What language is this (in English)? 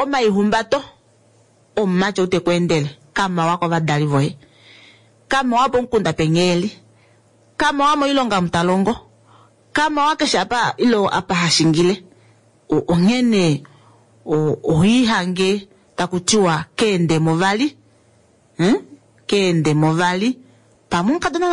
Kuanyama